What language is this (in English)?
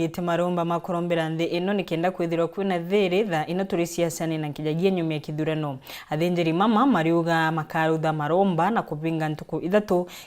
Meru